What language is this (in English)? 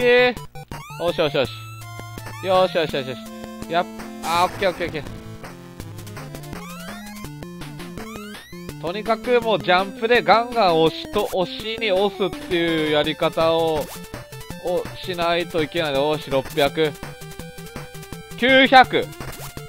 Japanese